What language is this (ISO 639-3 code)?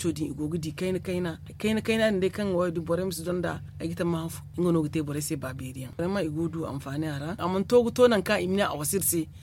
dje